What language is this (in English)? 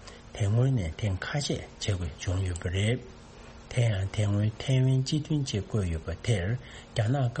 Tibetan